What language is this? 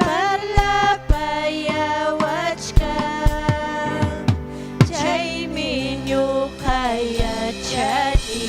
Ayacucho Quechua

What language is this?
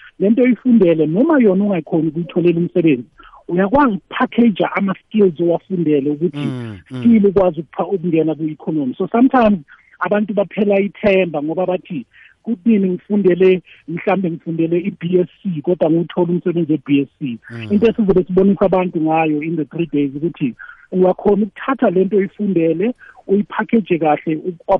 South Ndebele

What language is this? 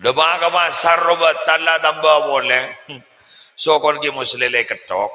Madurese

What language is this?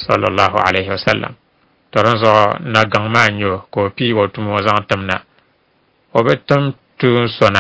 Dagbani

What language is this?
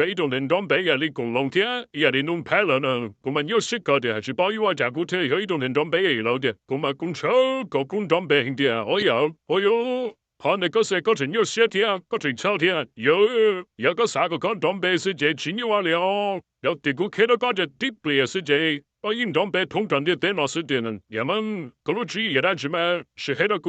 Hmong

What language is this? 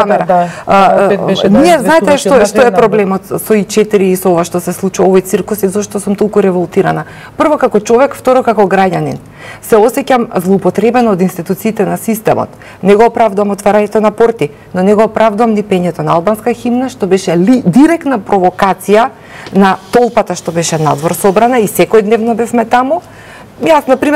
Macedonian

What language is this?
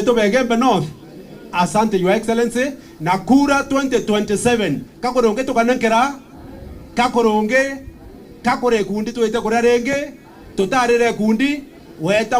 Meru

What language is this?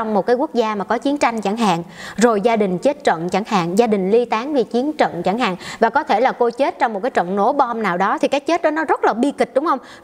Vietnamese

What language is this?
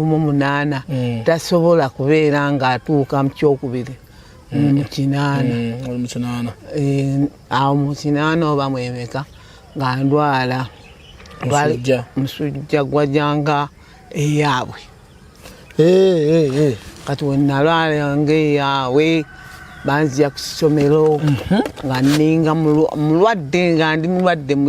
Ganda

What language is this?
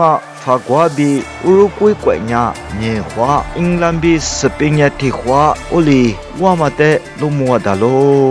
Lisu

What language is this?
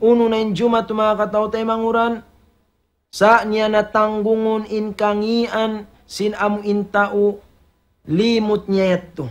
Tausug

